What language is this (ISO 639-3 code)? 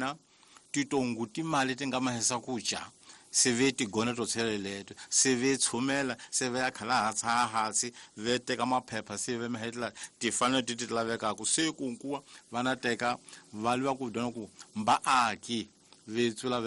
tso